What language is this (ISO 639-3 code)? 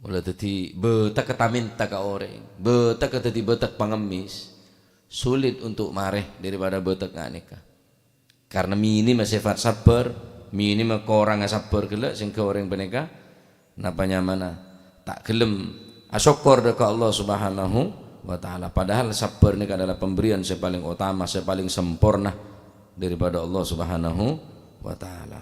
mad